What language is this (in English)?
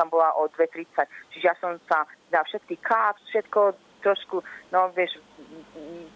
Slovak